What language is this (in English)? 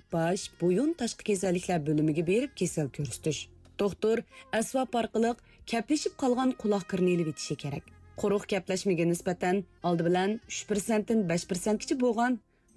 Uyghur